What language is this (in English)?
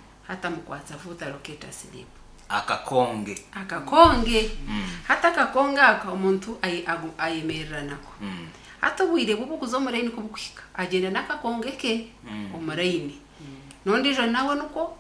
Nyankole